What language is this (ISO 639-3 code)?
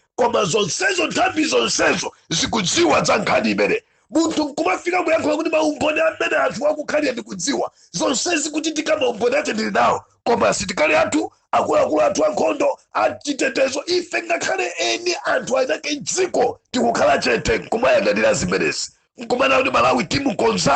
nya